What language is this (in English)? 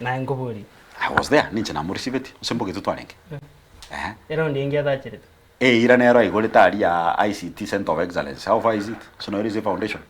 Gusii